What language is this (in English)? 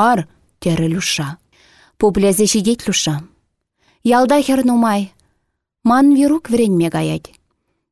Chuvash